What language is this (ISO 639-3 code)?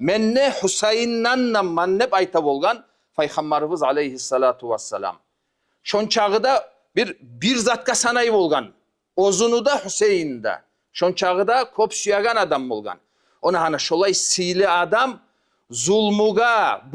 kum